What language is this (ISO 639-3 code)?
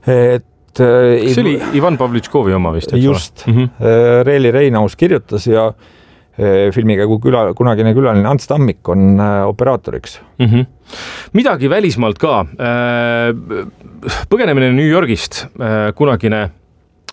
est